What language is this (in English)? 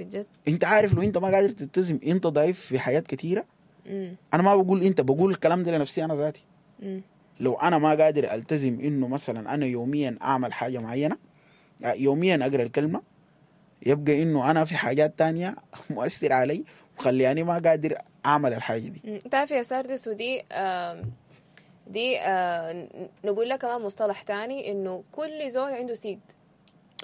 Sudanese Arabic